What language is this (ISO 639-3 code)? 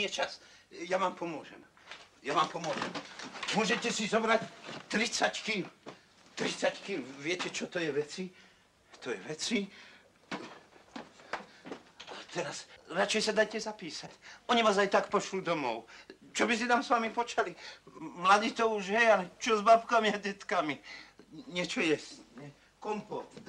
slk